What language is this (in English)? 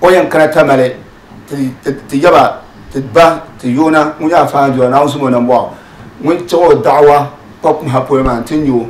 Dagbani